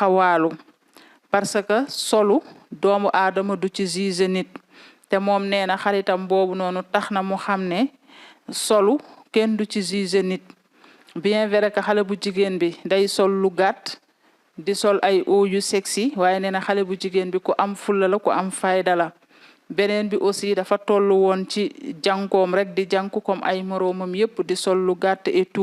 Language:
Wolof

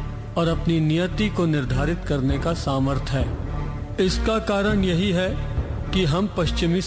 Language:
Hindi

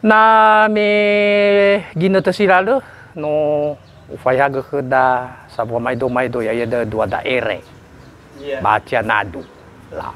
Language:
Nias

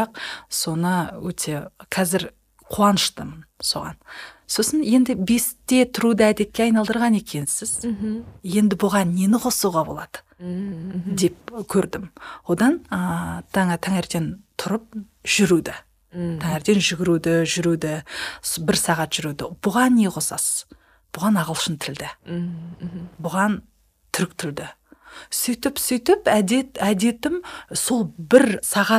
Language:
Kazakh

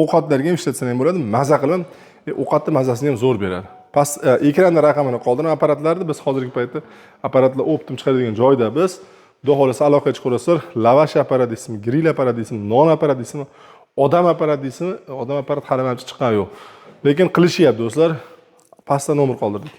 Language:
Uzbek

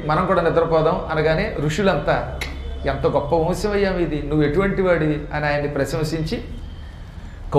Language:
Telugu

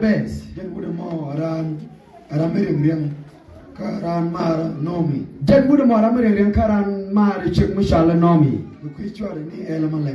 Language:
Nuer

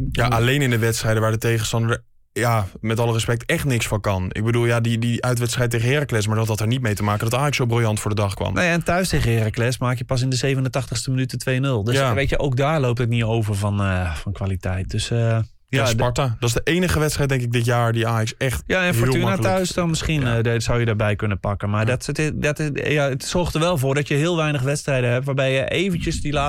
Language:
Dutch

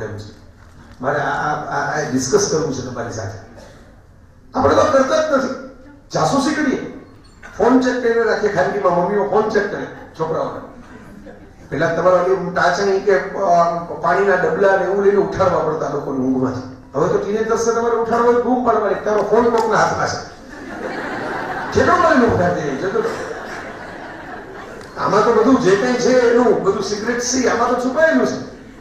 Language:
Gujarati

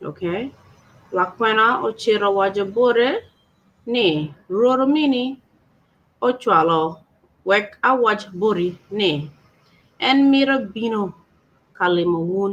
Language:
Acoli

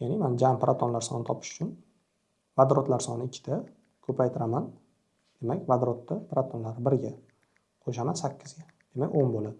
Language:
Uzbek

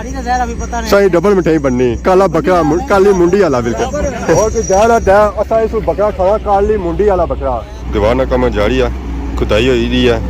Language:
Pahari-Potwari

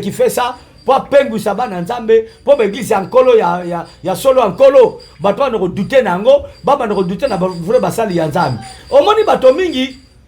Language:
Lingala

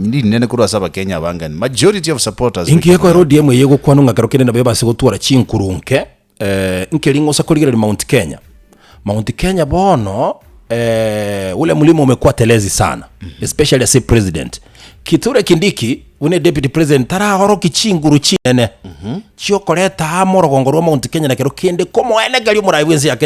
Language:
Gusii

